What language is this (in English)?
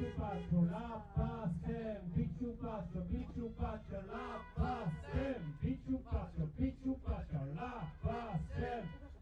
Occitan